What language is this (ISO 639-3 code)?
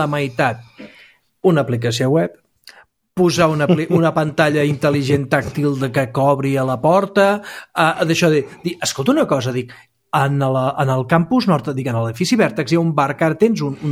cat